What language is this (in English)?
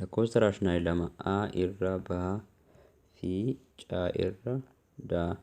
Oromo